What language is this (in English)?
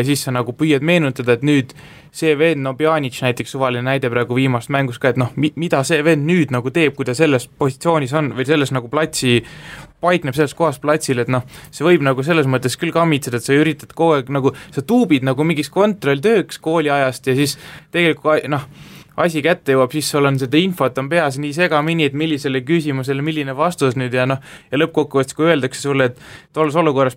Estonian